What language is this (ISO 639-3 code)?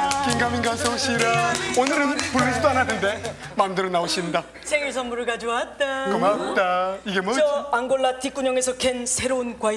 kor